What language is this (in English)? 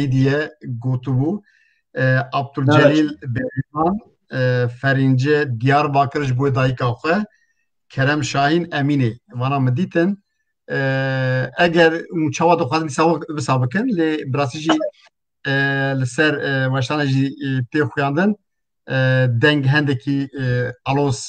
Kurdish